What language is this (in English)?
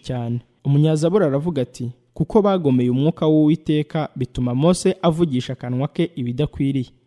Kinyarwanda